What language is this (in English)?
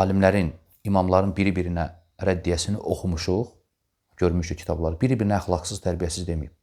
Azerbaijani